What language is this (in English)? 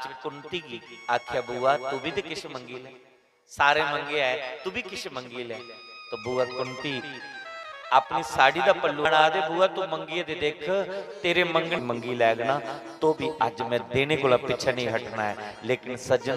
Dogri